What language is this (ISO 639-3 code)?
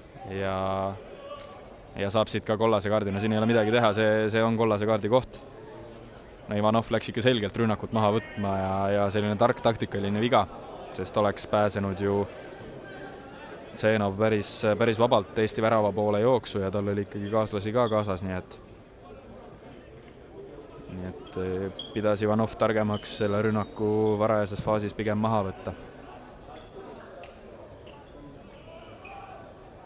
est